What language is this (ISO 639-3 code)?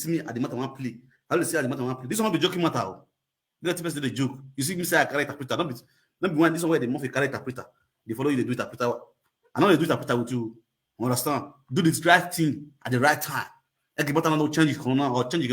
pcm